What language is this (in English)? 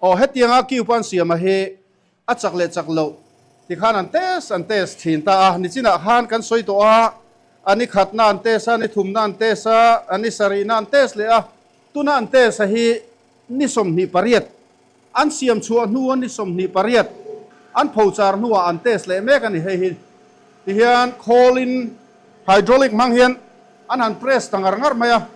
Mizo